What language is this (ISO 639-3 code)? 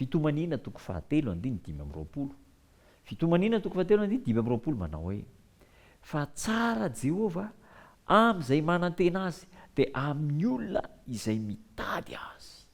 mlg